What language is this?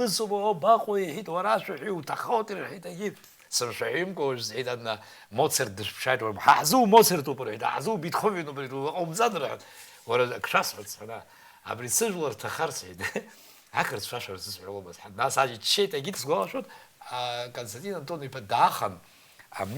Abkhazian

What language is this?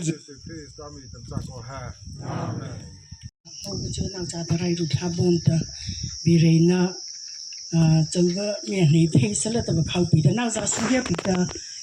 Mara Chin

